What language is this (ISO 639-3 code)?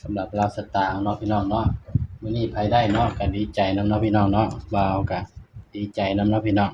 tts